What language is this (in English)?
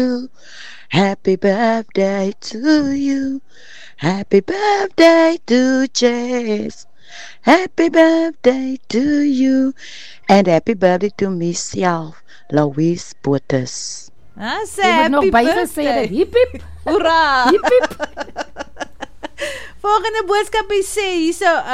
Afrikaans